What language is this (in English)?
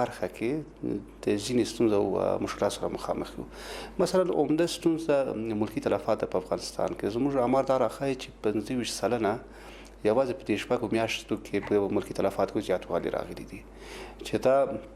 Pashto